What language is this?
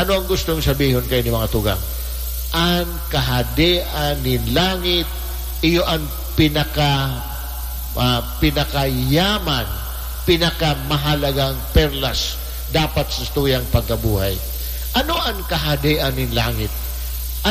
Bikol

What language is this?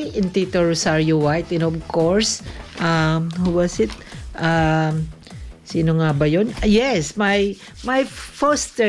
Filipino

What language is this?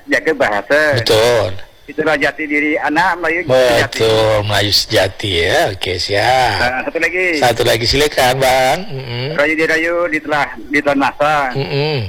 Malay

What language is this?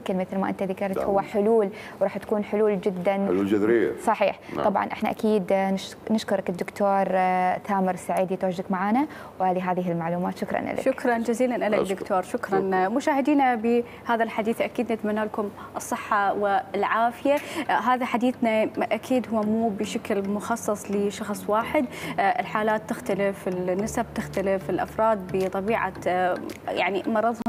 Mesopotamian Arabic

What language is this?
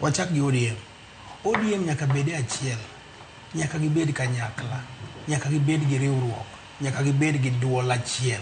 Luo (Kenya and Tanzania)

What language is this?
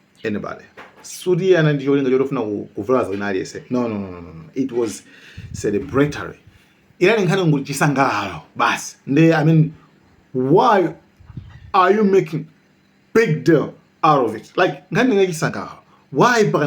Nyanja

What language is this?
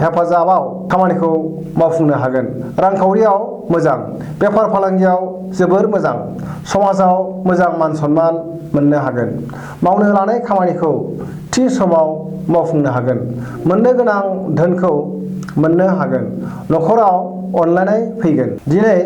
Bodo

